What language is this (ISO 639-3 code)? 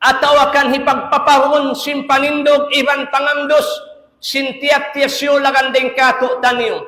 tsg